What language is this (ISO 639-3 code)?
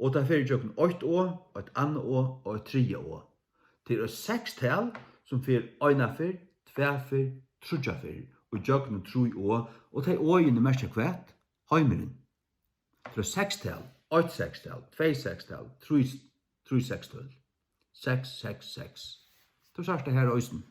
fao